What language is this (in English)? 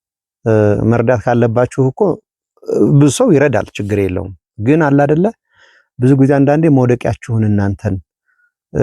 Amharic